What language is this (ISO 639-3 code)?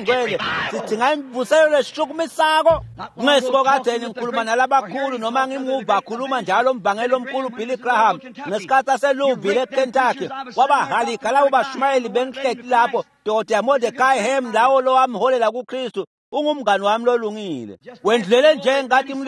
ssw